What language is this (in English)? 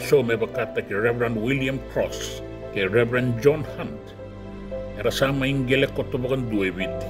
Fijian